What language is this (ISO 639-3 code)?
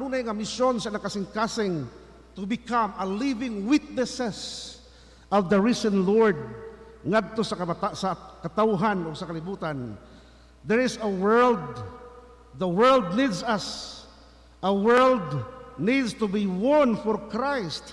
ceb